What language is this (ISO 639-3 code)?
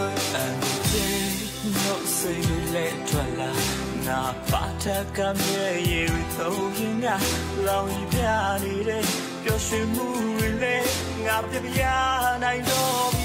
mya